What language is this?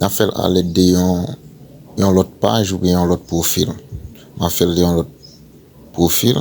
Haitian Creole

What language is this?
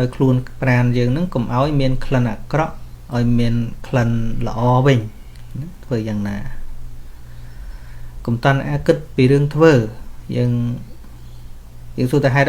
Khmer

